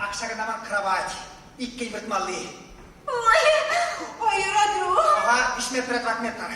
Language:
Chuvash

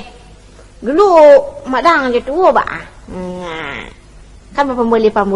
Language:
Minangkabau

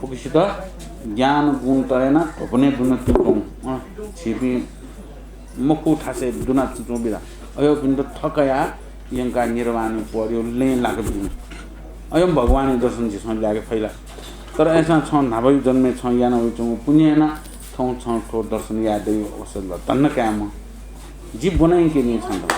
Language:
Newari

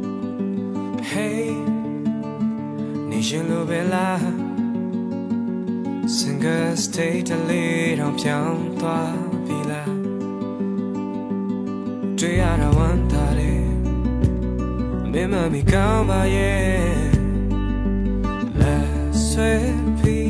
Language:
Burmese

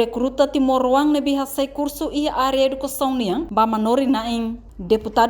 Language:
Tetum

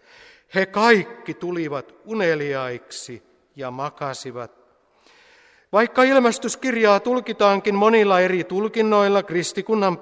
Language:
Finnish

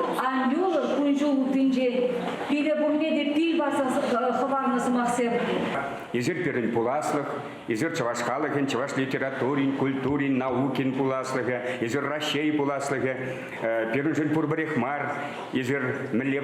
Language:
Chuvash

